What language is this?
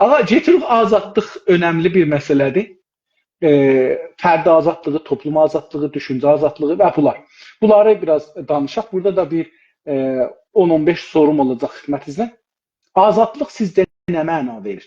South Azerbaijani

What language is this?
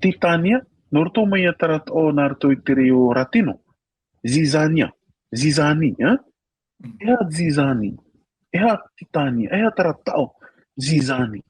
Tahitian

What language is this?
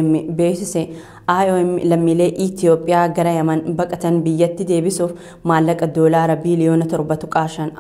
Oromo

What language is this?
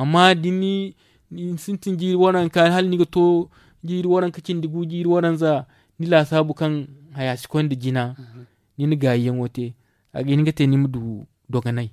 Zarma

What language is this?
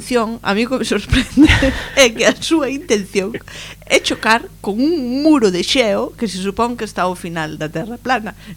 Galician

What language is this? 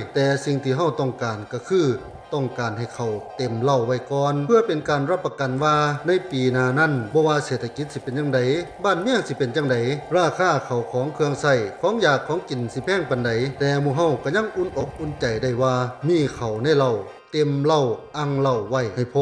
Lao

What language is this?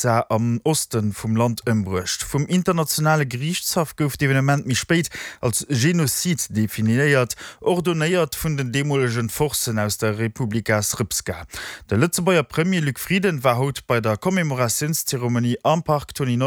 Luxembourgish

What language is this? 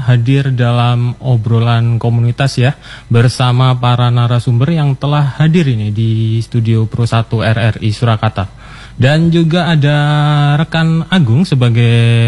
Indonesian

